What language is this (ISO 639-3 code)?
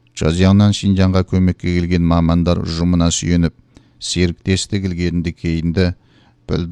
kaz